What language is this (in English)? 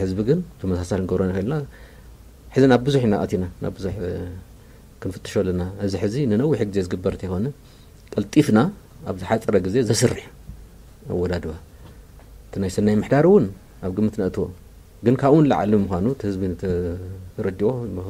Tigrinya